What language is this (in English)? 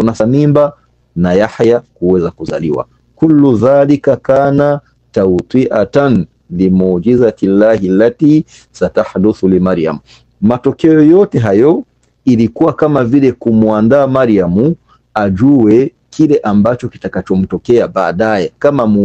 Swahili